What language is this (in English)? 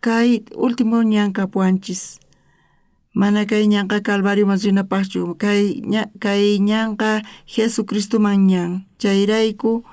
South Bolivian Quechua